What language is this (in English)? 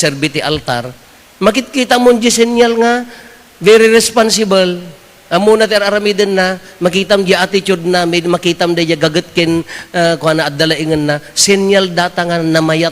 Iloko